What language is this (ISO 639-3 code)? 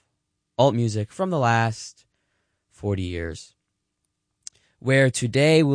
eng